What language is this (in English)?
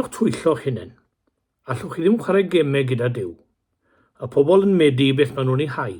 Welsh